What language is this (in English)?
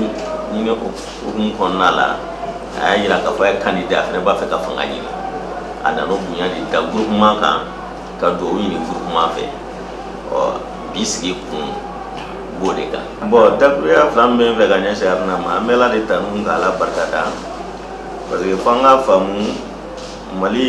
Bambara